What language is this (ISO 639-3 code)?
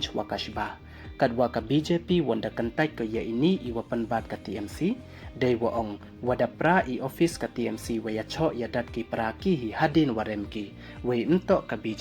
pbv